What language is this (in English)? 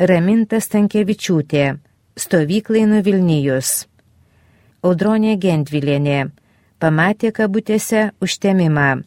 Lithuanian